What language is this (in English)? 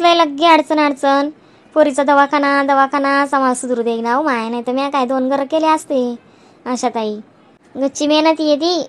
Khandesi